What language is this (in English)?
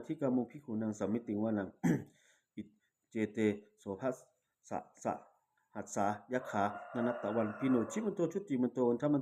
Pali